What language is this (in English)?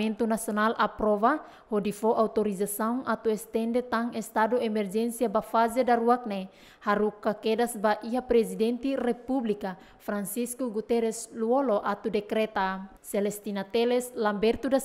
Tetum